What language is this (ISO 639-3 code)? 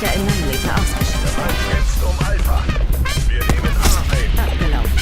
gsw